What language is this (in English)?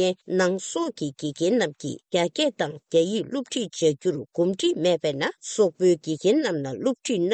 Tibetan